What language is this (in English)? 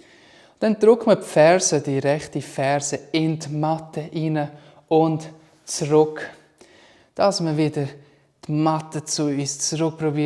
Swiss German